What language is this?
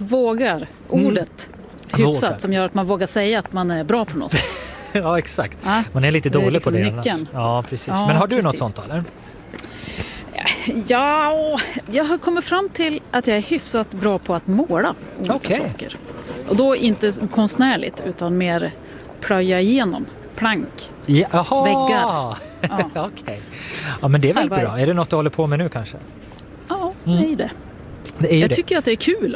Swedish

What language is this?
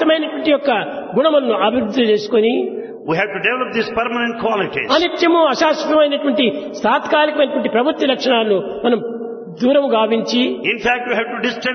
Telugu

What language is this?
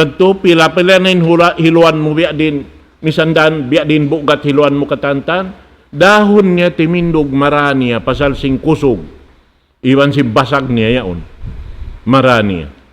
Tausug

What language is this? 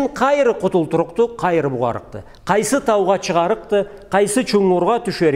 Karachay-Balkar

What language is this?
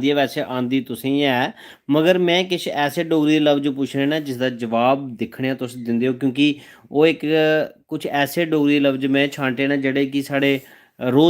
Dogri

